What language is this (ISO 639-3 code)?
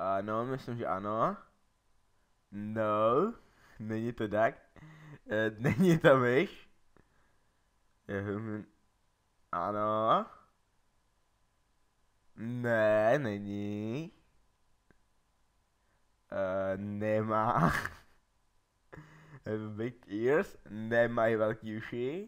ces